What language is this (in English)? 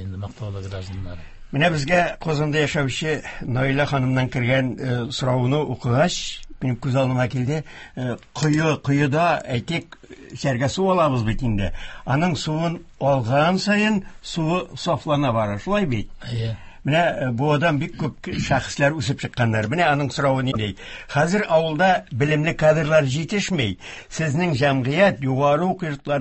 Tatar